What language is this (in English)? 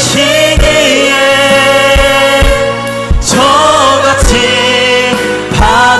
Korean